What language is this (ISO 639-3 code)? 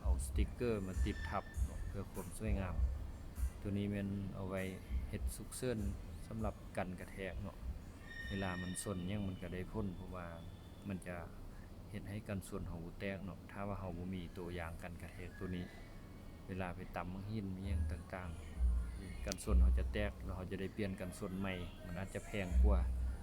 lao